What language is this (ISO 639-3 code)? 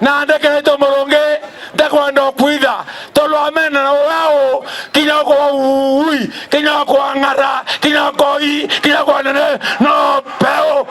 mer